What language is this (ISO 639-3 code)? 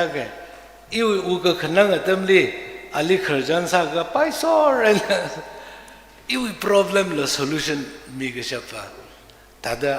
nmf